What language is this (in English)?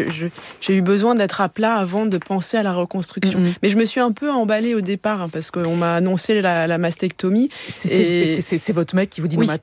French